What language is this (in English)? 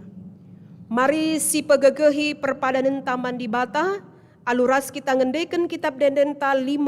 Batak Karo